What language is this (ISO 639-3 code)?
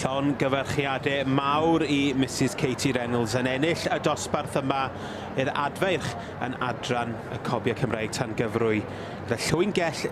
cym